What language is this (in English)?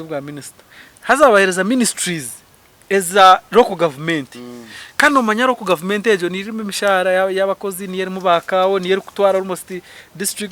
Nyankole